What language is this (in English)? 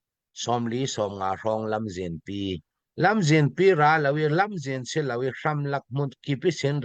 Hakha Chin